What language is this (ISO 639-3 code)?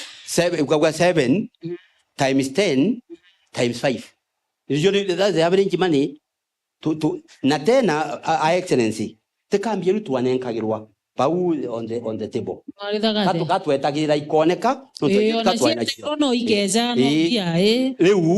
mer